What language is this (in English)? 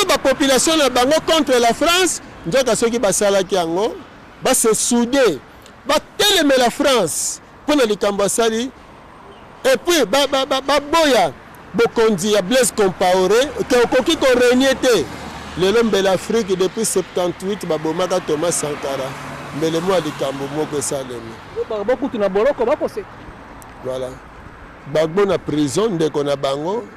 Lingala